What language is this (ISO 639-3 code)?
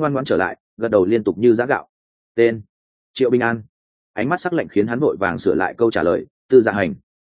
vie